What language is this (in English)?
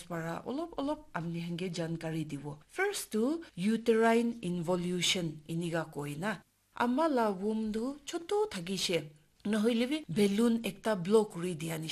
Naga Pidgin